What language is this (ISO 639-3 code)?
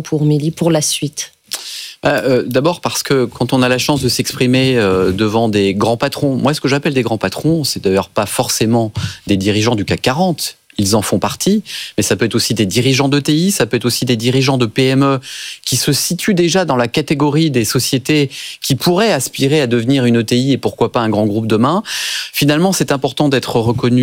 fra